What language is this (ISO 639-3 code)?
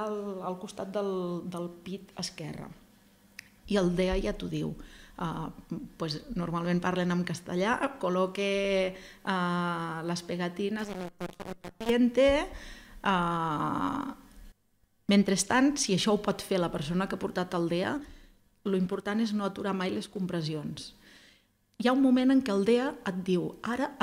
cat